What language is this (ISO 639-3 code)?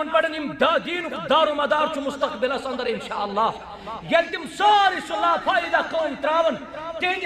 kas